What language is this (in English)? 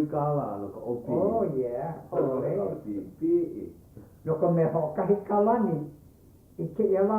Hawaiian